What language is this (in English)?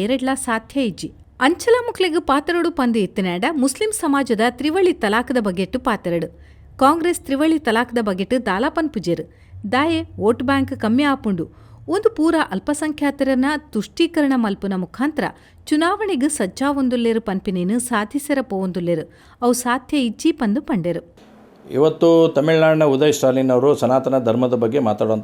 Tulu